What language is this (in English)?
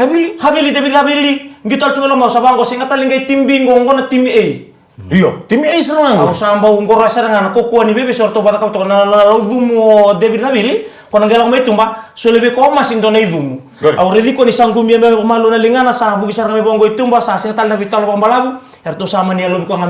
Fijian